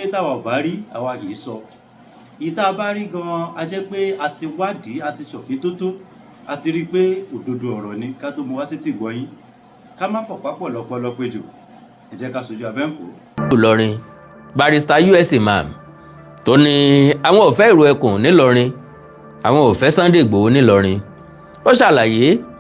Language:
Yoruba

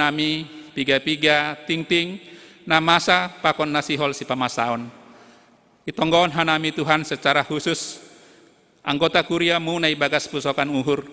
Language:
Batak Simalungun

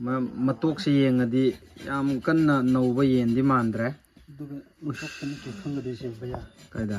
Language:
Manipuri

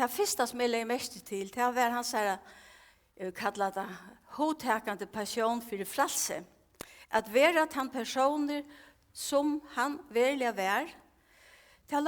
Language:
Faroese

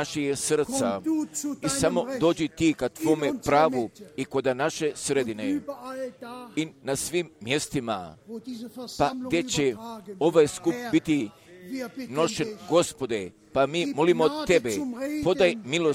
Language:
Croatian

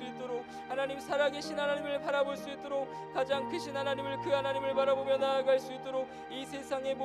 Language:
Korean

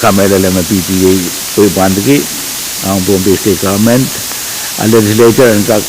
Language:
Pohnpeian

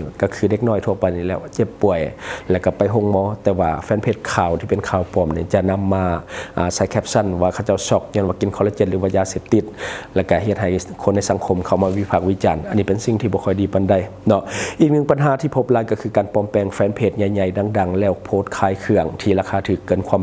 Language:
Lao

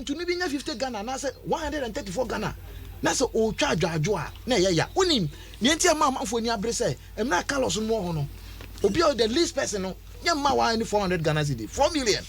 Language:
Akan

